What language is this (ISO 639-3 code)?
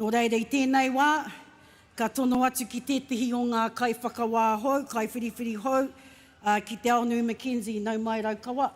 mri